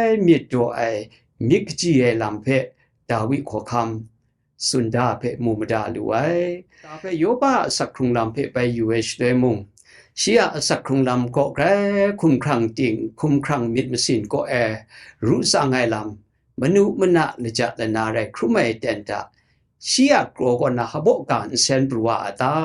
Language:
Kachin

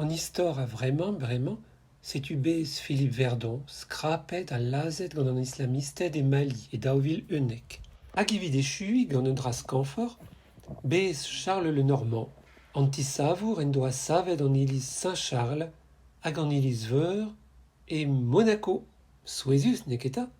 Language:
Breton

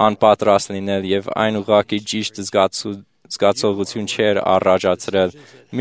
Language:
Armenian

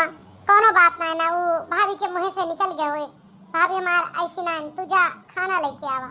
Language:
Awadhi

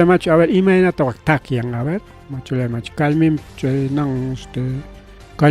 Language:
Ayacucho Quechua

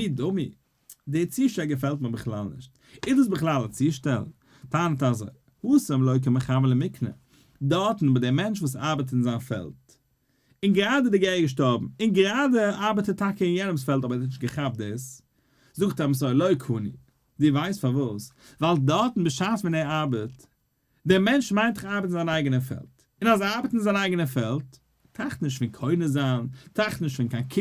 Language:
Yiddish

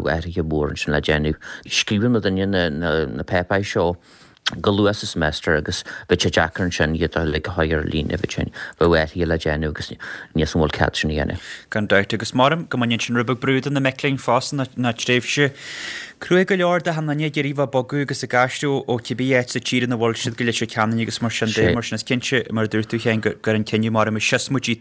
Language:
Irish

